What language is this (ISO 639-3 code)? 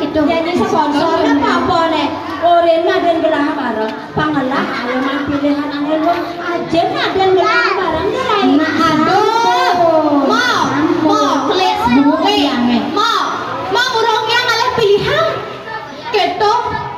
ban